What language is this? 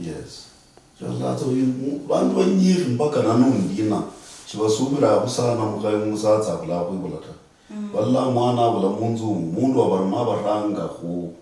Luyia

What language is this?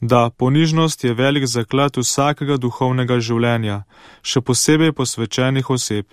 Slovenian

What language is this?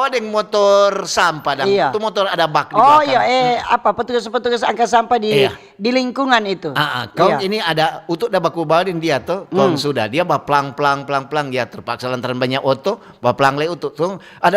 Manado Malay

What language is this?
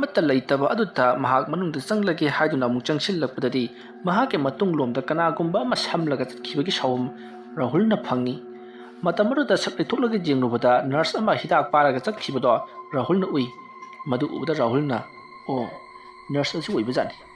Manipuri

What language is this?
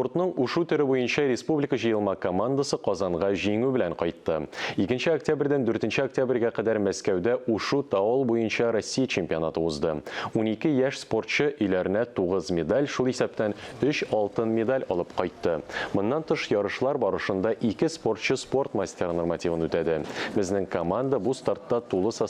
Tatar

